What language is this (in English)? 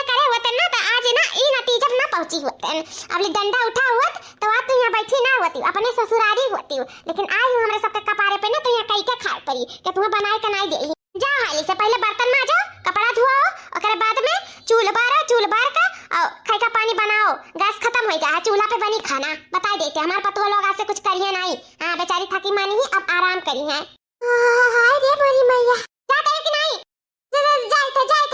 Awadhi